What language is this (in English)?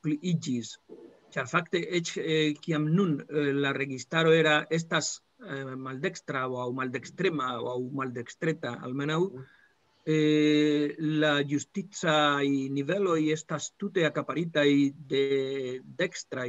Esperanto